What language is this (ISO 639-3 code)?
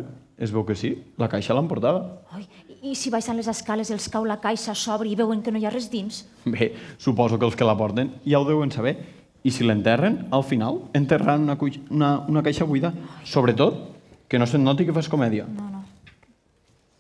cat